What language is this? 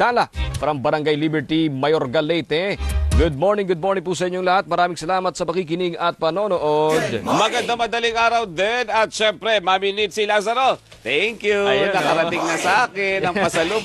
Filipino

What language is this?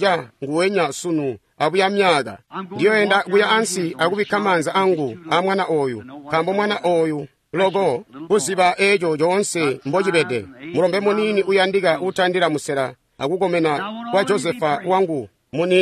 Tonga (Zambia)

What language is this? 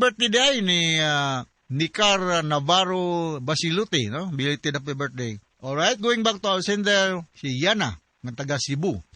Cebuano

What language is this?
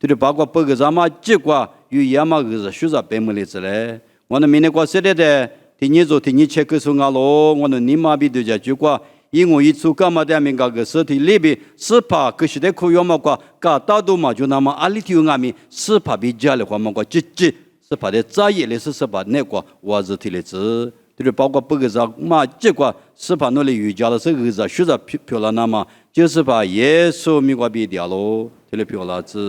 Lisu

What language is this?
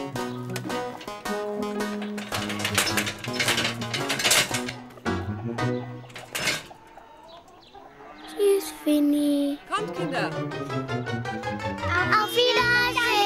German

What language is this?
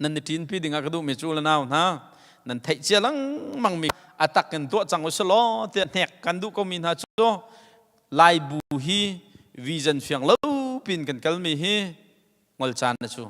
Hakha Chin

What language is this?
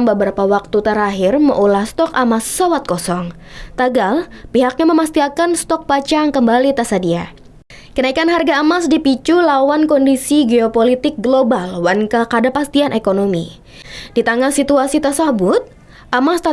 Banjar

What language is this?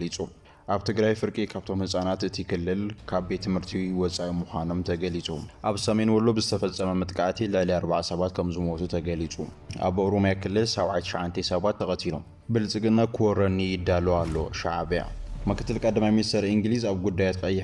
Tigrinya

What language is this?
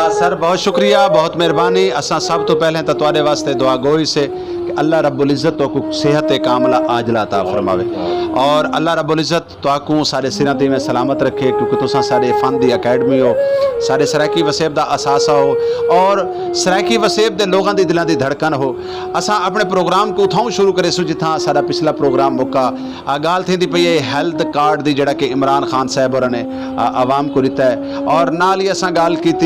Saraiki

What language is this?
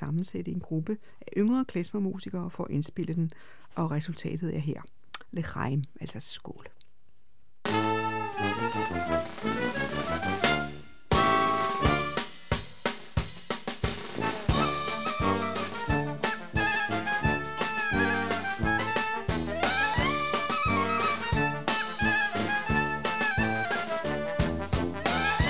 Danish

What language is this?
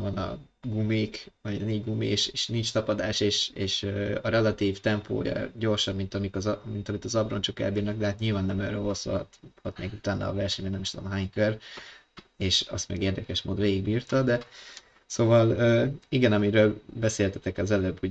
Hungarian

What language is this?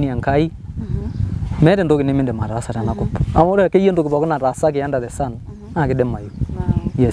Masai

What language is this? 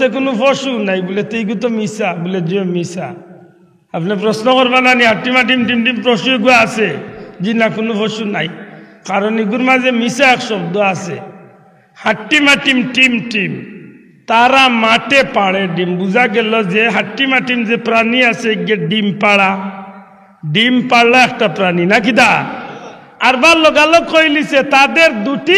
Sylheti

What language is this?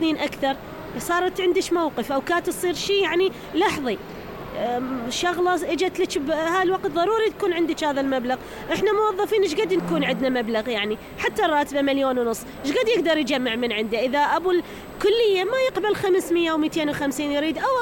Mesopotamian Arabic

